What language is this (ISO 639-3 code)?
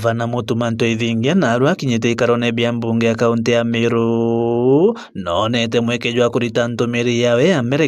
mer